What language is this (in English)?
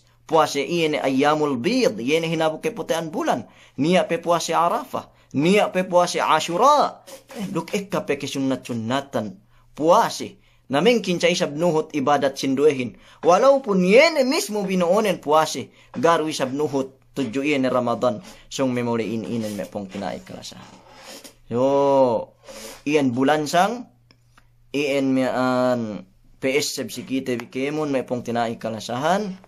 Yakan